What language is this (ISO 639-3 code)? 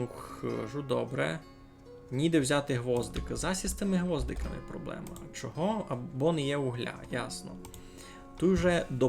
rue